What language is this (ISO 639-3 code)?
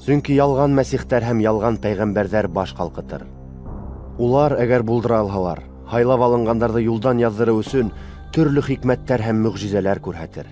bak